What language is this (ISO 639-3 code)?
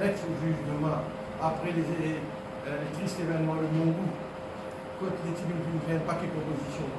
mfe